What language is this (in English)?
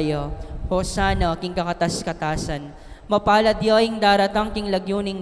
Pampanga